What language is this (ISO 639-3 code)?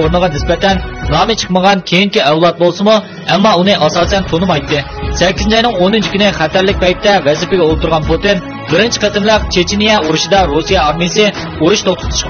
uig